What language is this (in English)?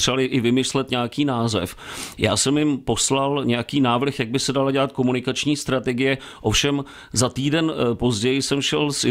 Czech